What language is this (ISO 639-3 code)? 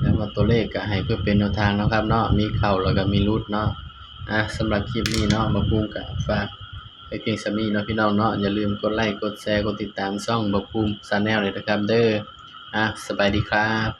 tts